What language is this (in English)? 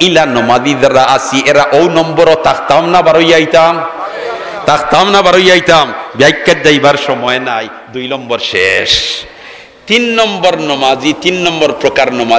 Sylheti